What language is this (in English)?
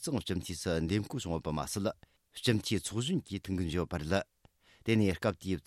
Tibetan